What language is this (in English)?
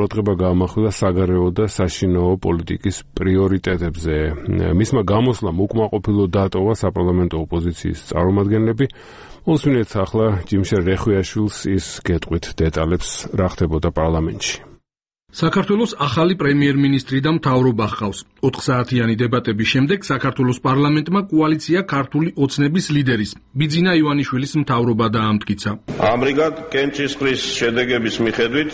Georgian